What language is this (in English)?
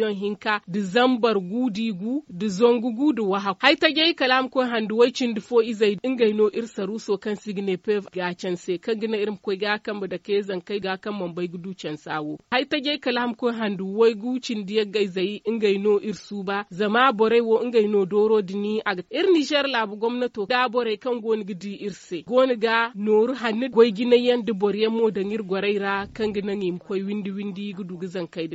Zarma